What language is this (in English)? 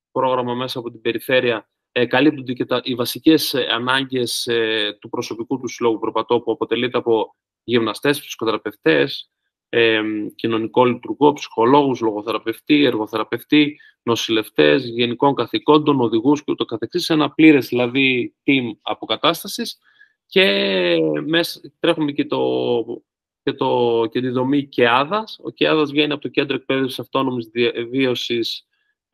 Greek